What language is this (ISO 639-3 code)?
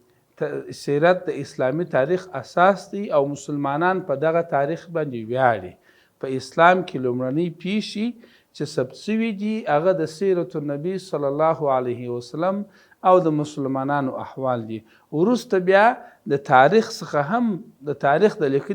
pus